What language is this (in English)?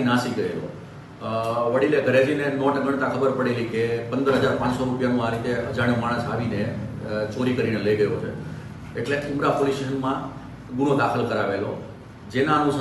Gujarati